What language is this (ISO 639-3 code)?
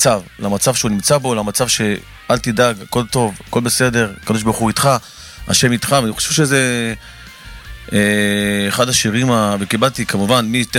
heb